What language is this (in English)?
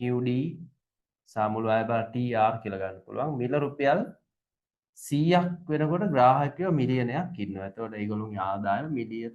Sinhala